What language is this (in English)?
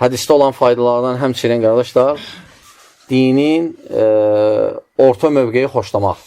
Azerbaijani